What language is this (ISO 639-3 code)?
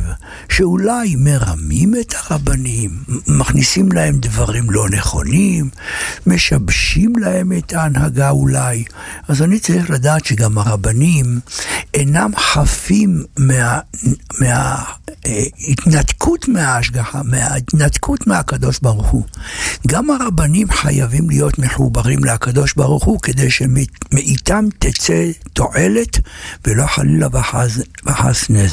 heb